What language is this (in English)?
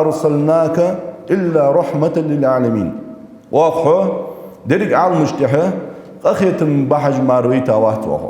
Ingush